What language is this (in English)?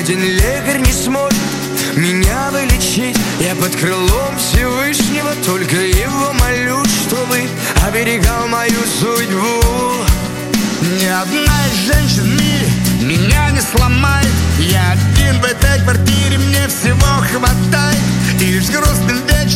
Russian